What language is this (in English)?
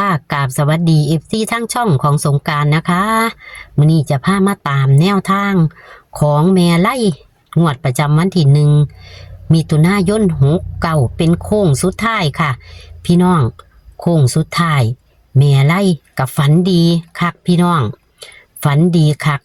Northeastern Thai